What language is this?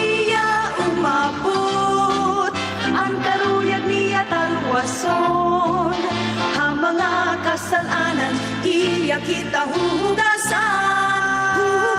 Waray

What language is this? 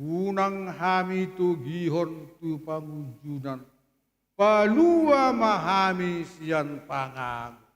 Batak Toba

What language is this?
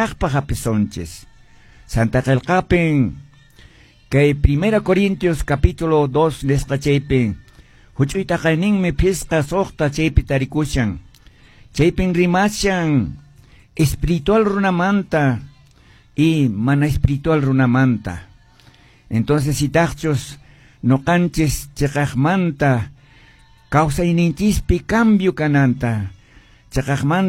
Quechua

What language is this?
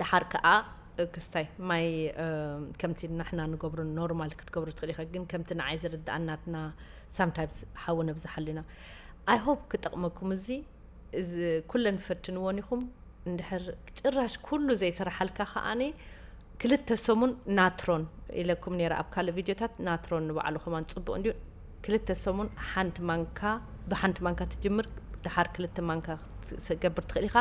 Tigrinya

